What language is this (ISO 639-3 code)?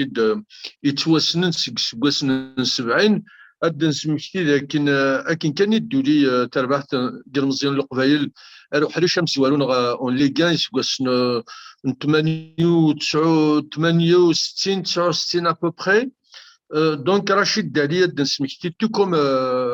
kab